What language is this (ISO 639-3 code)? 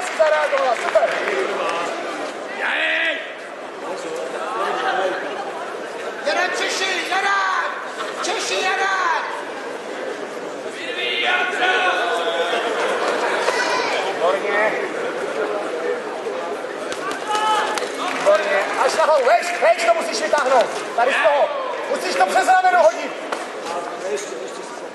ces